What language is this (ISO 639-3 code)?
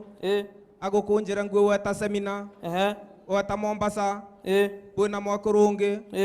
mer